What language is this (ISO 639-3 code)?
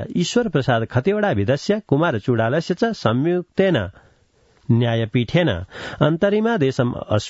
san